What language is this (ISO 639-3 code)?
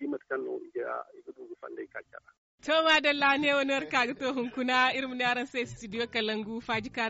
dje